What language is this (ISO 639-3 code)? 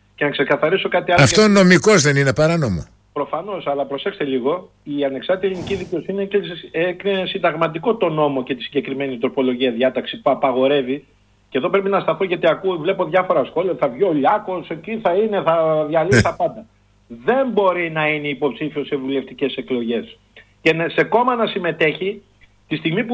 ell